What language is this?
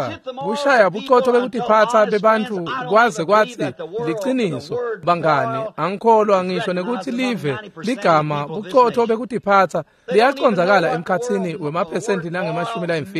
Swati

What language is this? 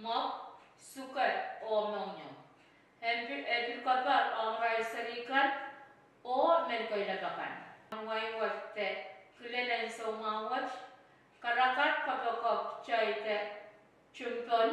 Pohnpeian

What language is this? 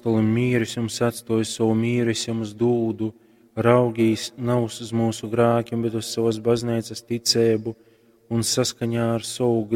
Latgalian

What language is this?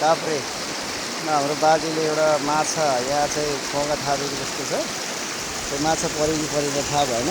Nepali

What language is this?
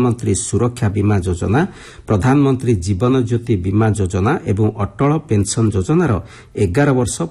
Odia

